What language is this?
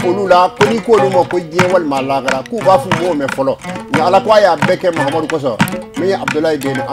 Bambara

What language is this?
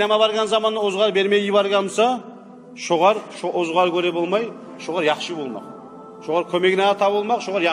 Kumyk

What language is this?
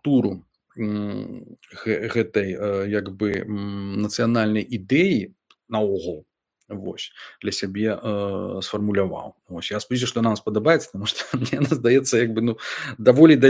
Belarusian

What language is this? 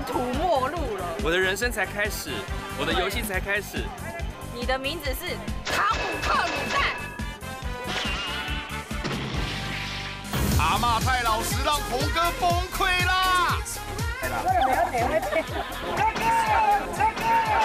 Chinese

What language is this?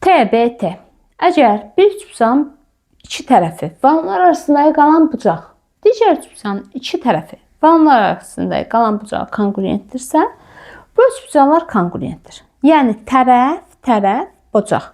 Azerbaijani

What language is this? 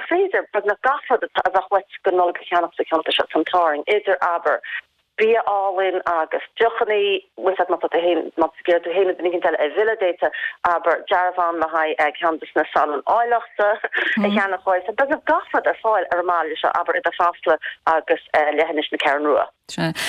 Irish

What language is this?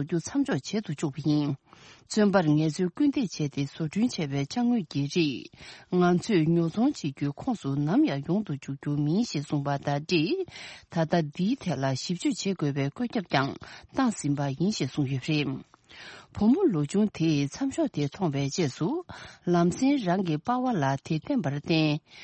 Tibetan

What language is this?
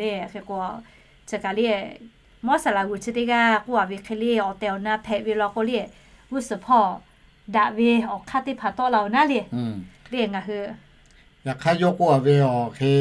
Lahu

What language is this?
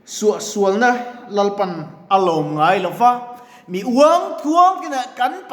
Mizo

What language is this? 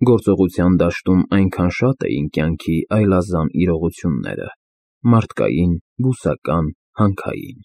Armenian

